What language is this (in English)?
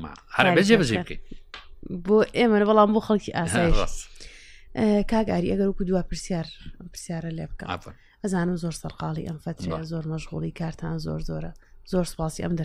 Central Kurdish